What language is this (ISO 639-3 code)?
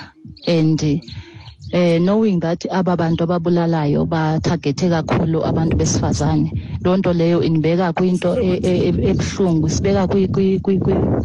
xho